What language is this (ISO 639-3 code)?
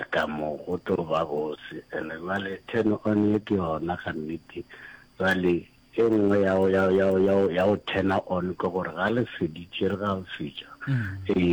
nso